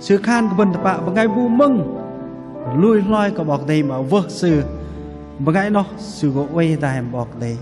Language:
Bahnar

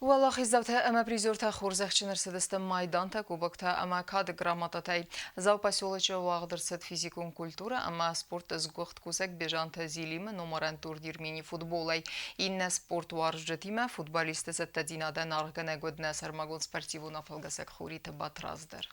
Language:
Ossetic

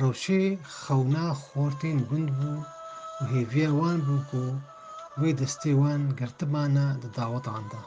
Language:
Kurdish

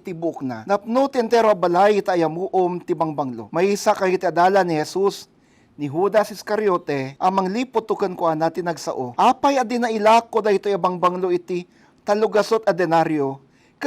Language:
Iloko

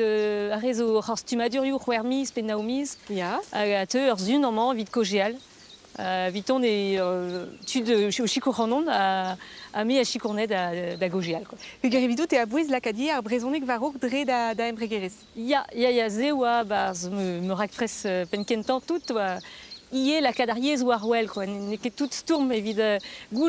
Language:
Breton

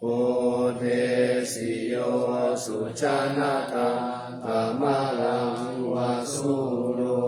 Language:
Pali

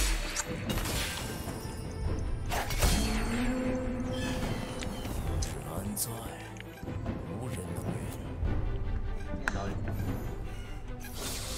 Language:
Chinese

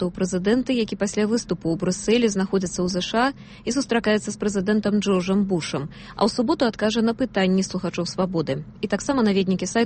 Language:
Belarusian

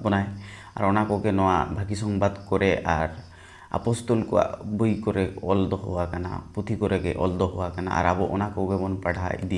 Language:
Santali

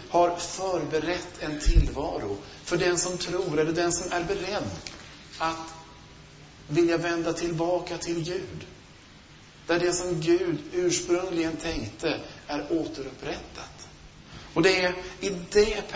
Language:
Swedish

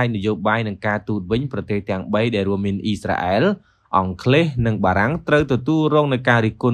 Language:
Khmer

